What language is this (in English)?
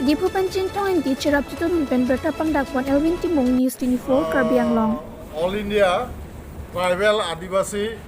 Karbi